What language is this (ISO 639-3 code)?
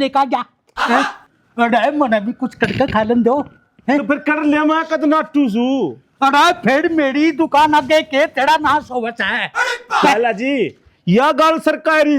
bgc